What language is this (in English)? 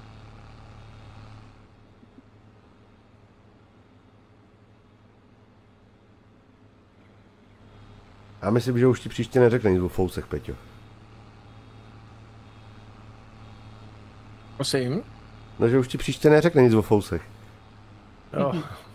Czech